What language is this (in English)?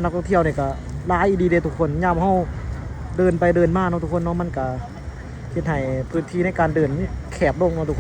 Lao